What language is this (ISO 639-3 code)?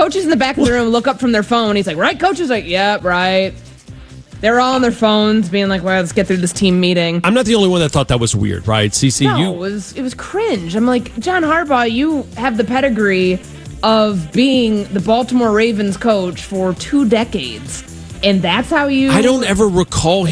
eng